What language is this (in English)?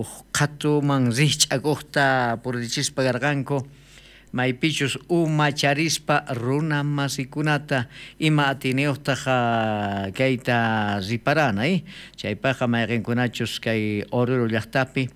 South Bolivian Quechua